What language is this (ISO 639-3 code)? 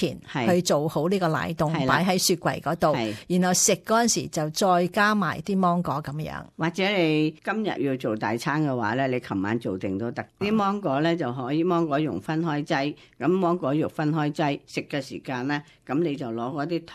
yue